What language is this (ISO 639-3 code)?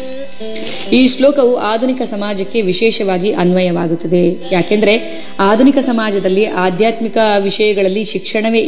kan